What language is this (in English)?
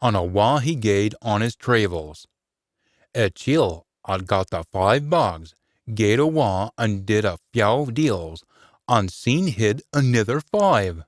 Scots